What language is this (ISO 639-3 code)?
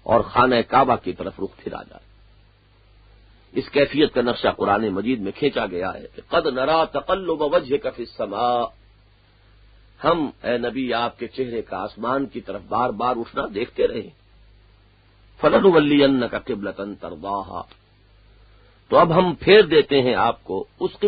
urd